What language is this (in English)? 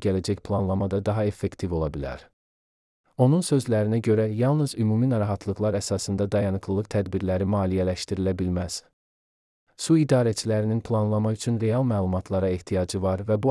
Azerbaijani